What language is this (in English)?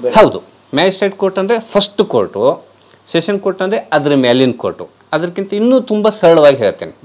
Kannada